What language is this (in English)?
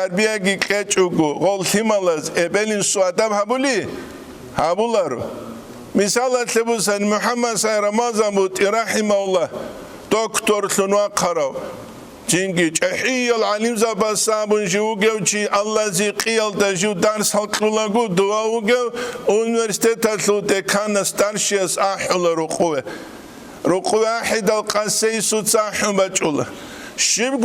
Avaric